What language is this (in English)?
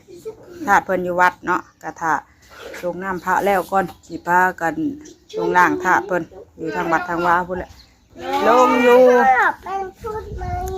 Northeastern Thai